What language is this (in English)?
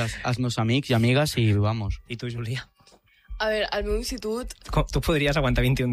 Catalan